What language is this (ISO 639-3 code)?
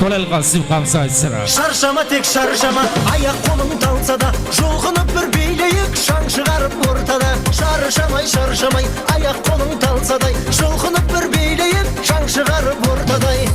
kaa